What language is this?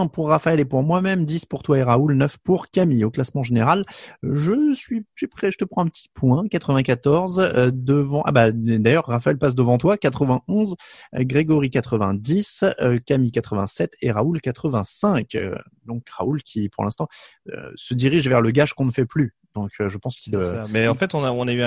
French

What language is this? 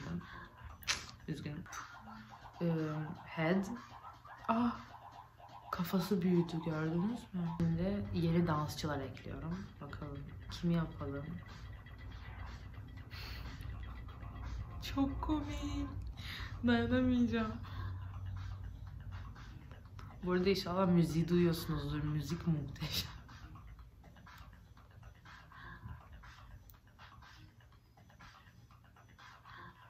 Turkish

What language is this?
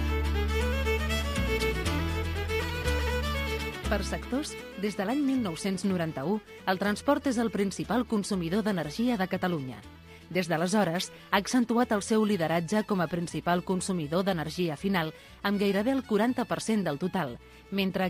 Catalan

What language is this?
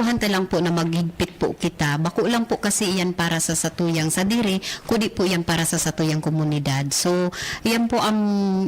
Bikol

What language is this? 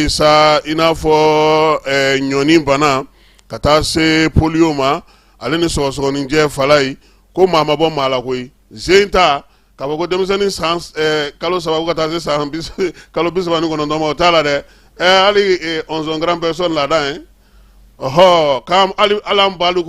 Bambara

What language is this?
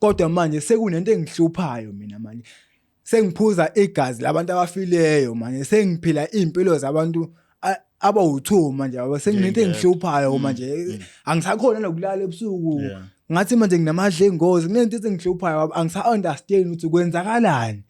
Zulu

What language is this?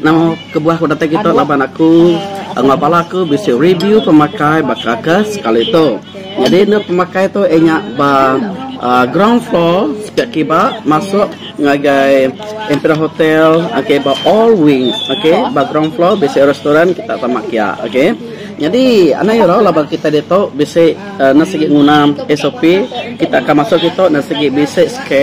Iban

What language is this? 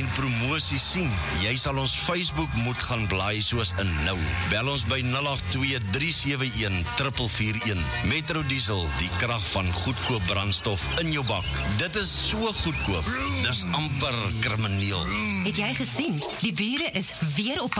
Afrikaans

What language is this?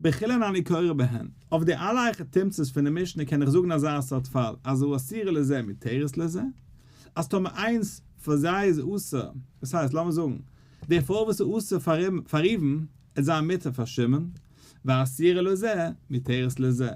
Yiddish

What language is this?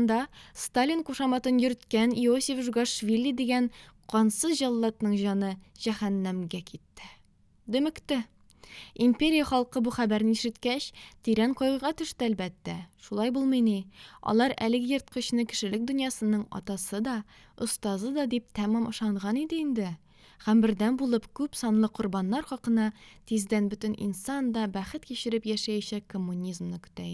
Tatar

